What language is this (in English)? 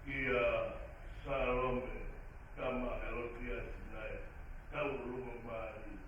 Tongan